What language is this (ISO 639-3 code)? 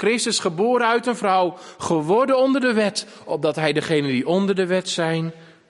nld